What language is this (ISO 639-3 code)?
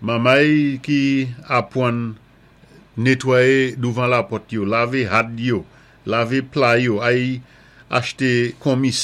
acf